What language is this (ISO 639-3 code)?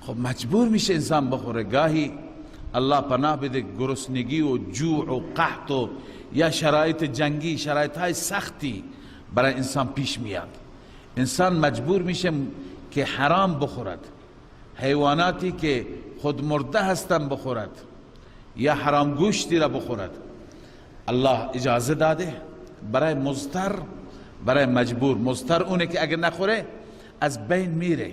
fas